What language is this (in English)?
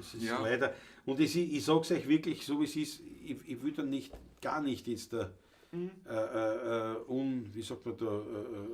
Bavarian